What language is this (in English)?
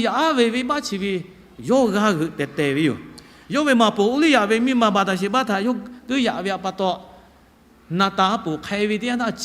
Lahu